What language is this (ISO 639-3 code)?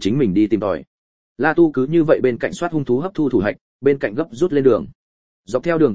vie